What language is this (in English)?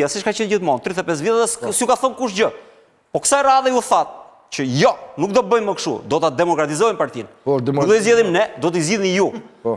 Albanian